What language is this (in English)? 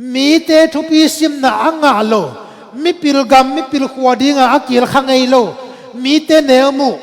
Tedim Chin